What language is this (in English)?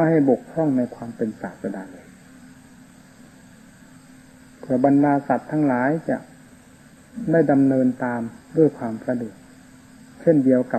Thai